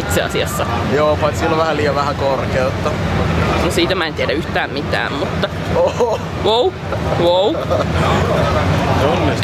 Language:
Finnish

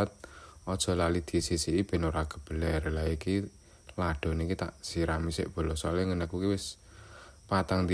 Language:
Javanese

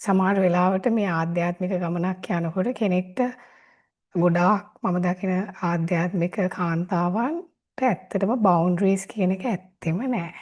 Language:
Sinhala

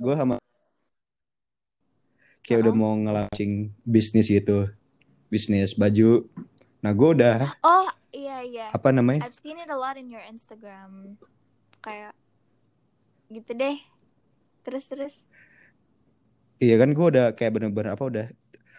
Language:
Indonesian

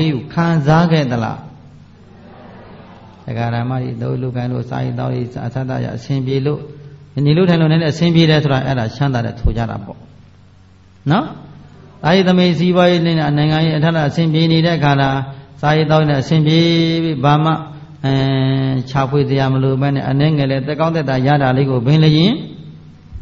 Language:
Burmese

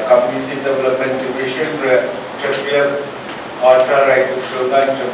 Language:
Pohnpeian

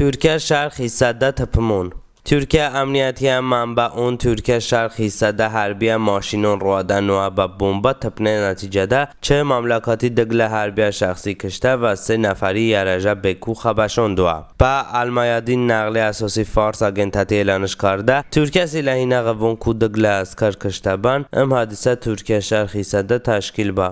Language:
Talysh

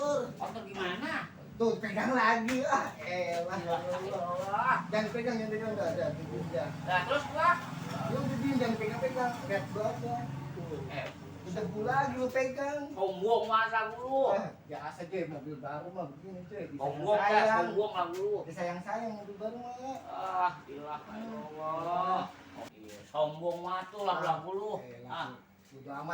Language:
Betawi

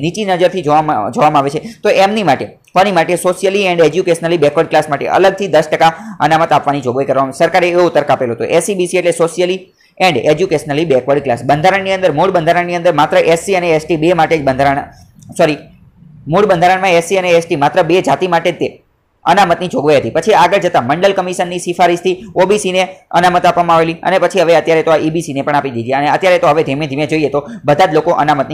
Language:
Gujarati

